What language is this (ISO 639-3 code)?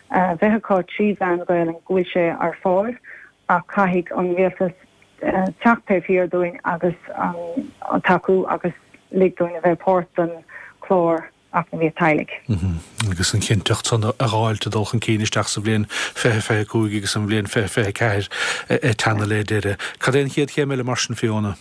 gle